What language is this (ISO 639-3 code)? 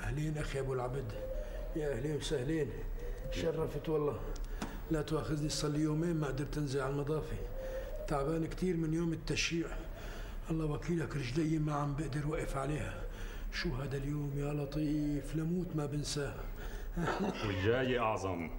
apc